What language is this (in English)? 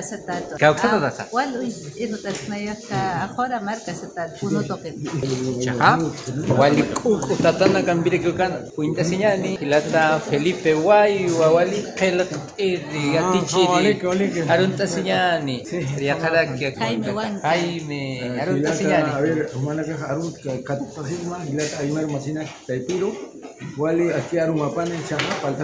Aymara